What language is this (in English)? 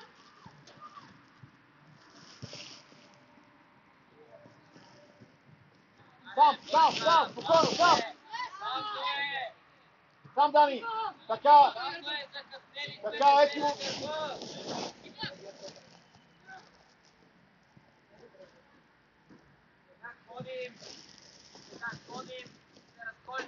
Bulgarian